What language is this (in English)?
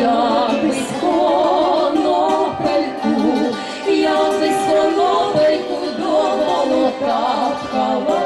Rusyn